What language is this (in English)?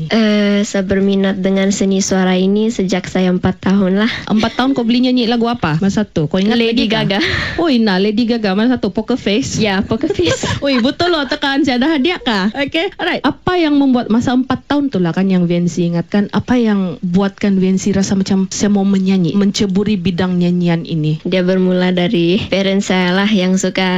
Malay